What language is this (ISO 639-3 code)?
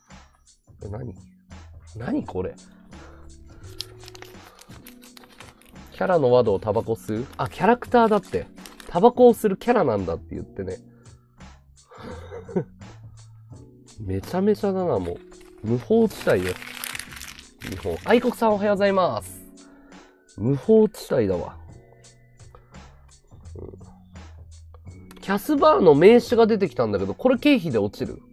jpn